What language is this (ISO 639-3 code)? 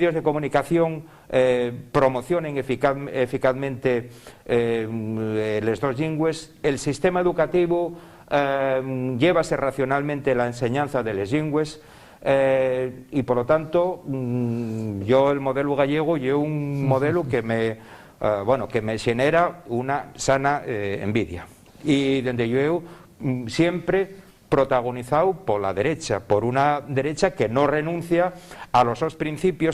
ast